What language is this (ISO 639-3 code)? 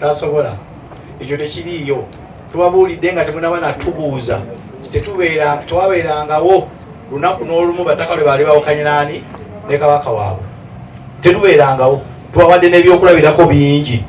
lug